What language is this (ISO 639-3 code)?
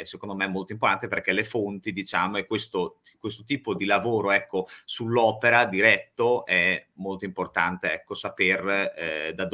ita